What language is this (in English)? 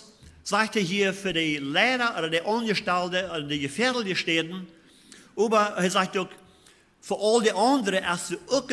Plautdietsch